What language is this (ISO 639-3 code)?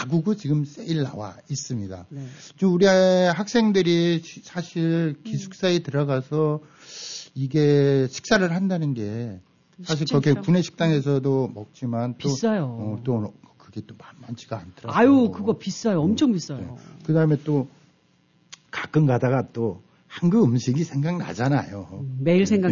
kor